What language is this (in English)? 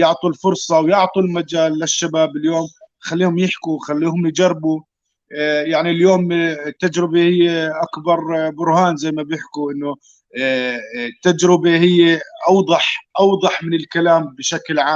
North Levantine Arabic